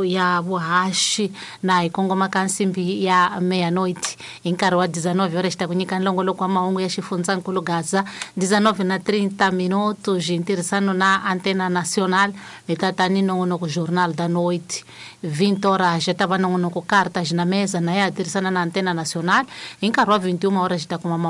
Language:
Tsonga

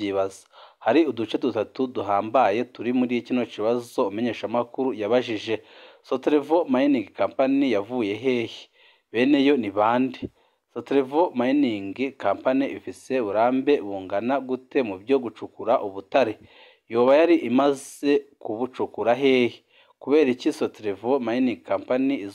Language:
Rundi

